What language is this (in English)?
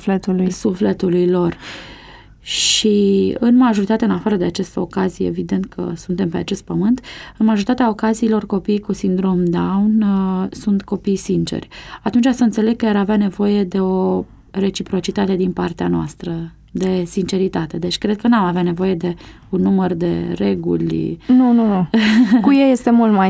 Romanian